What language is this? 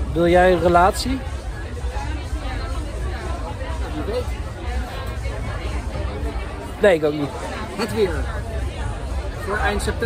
Dutch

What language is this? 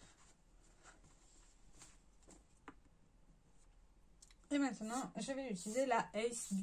French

